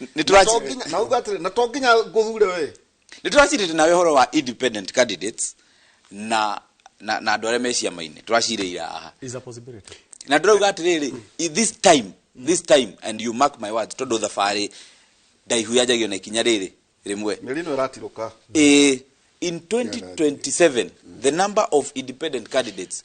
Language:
Kikuyu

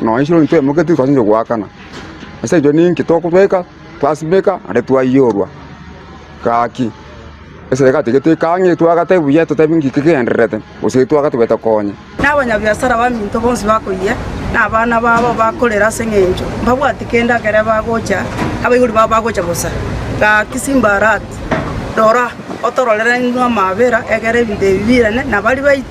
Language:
Gusii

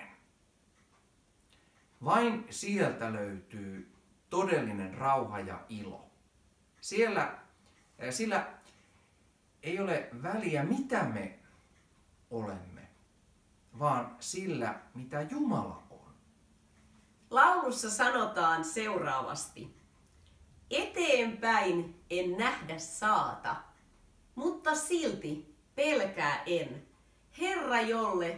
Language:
Finnish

